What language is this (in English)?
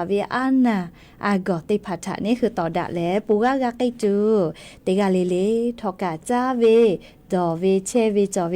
Lahu